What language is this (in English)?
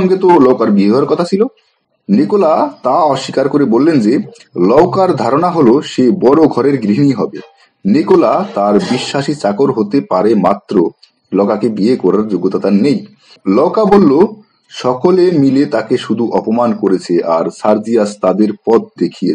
Bangla